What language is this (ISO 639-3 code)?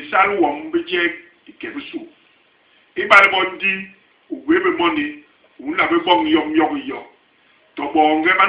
bas